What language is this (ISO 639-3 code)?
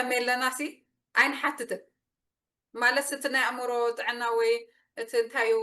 tir